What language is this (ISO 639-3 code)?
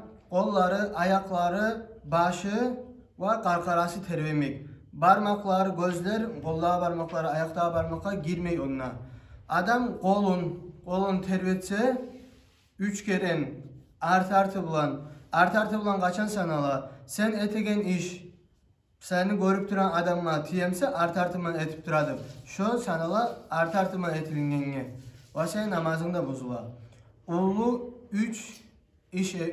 kum